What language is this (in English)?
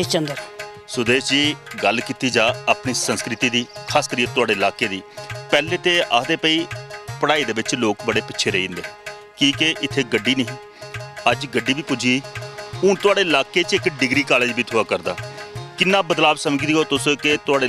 Dogri